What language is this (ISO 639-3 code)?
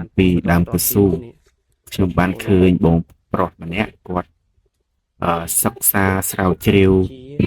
khm